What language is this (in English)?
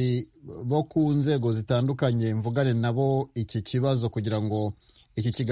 Kinyarwanda